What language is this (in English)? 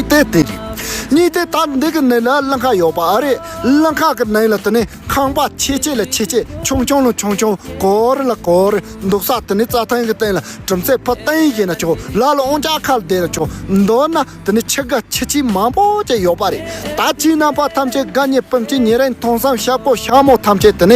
Tibetan